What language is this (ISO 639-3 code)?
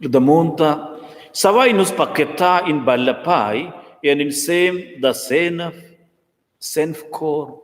roh